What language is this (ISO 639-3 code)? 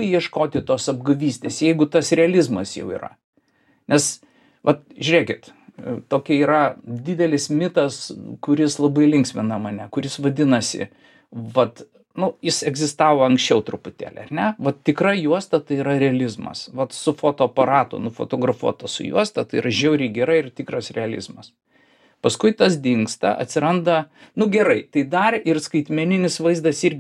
lit